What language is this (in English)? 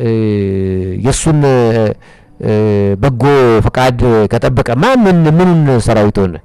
Amharic